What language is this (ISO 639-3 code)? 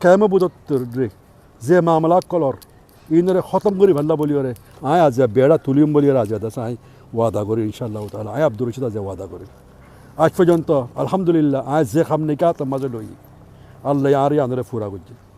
rhg